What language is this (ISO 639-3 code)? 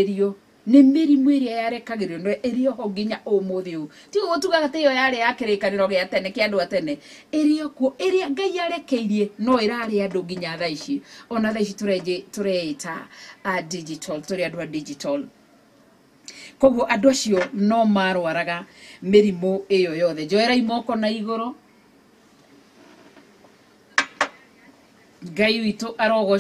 kik